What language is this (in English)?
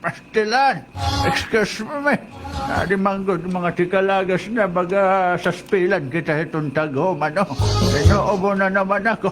Waray